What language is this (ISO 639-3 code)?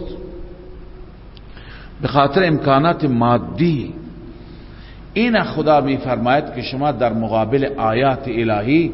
fas